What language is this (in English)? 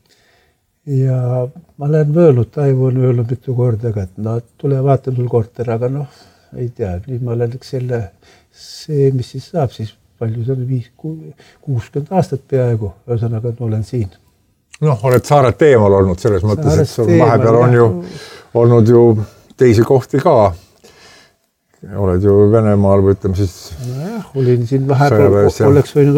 Estonian